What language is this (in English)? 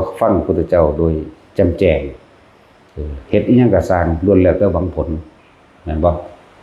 Northeastern Thai